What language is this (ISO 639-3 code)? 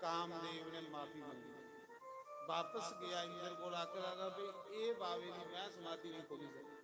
doi